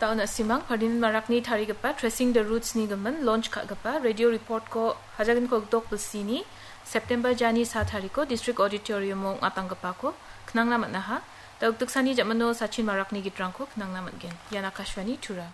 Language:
Garo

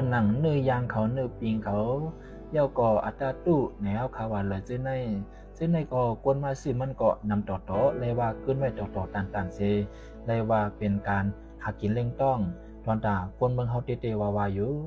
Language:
Shan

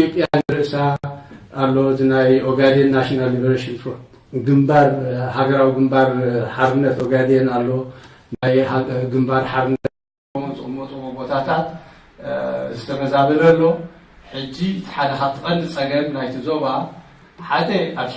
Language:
Tigrinya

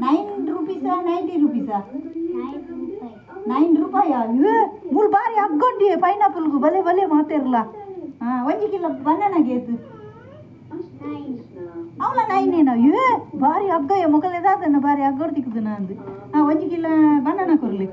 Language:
Tulu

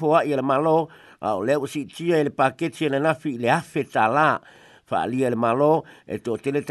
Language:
Samoan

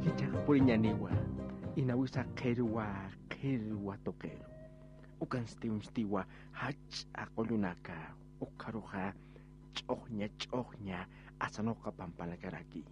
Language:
Aymara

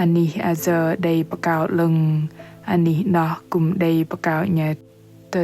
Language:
Bahnar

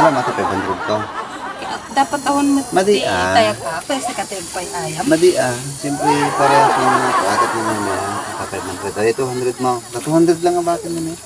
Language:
Iloko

